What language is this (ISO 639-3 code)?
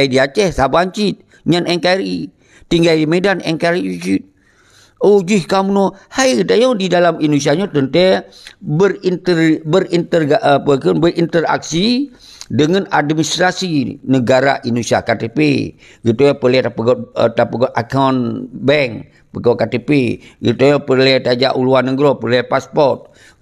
ace